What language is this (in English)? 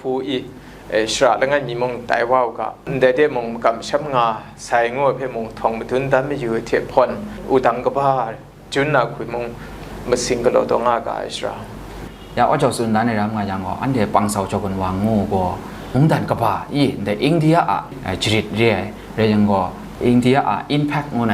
Kachin